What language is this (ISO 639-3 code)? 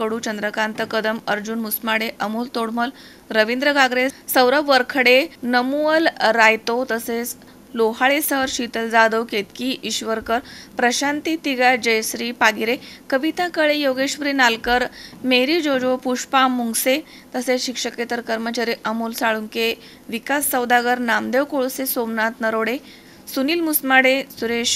mar